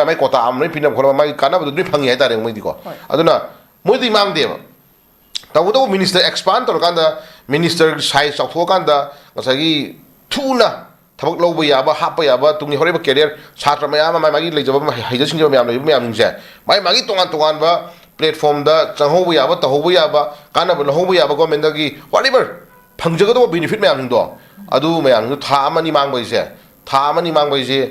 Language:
Manipuri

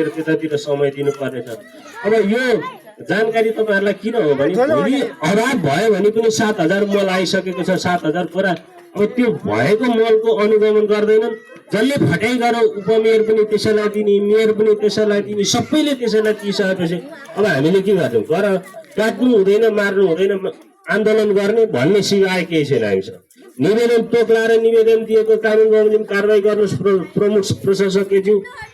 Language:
Nepali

